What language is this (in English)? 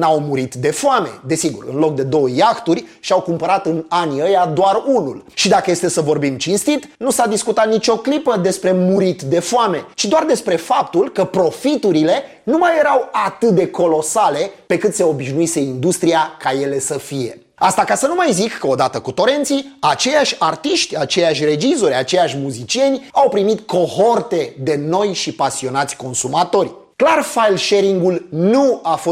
Romanian